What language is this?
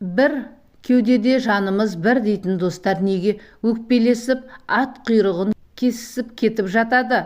Kazakh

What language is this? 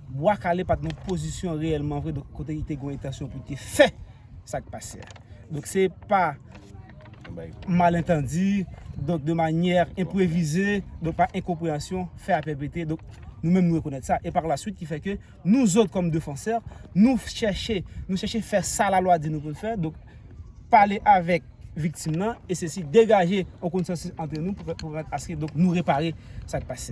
Haitian Creole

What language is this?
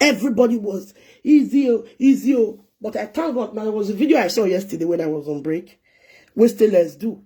Nigerian Pidgin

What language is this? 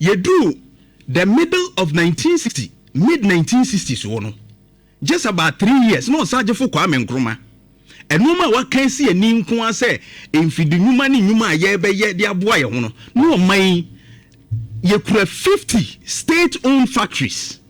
Akan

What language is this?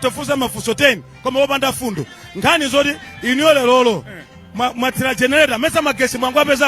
Nyanja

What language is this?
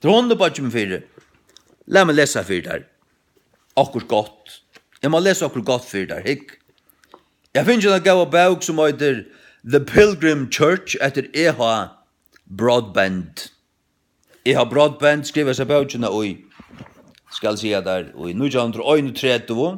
Faroese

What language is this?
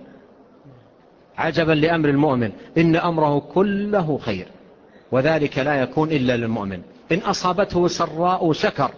Arabic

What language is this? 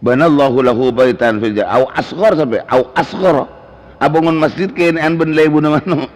Madurese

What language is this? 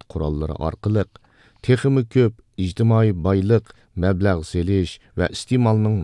Uyghur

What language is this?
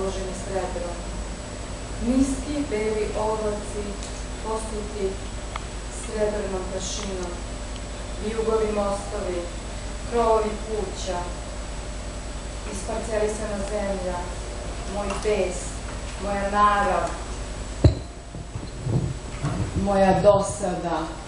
Serbian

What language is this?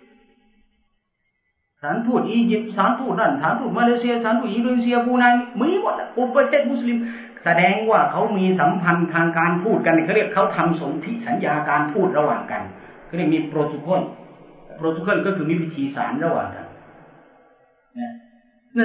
Thai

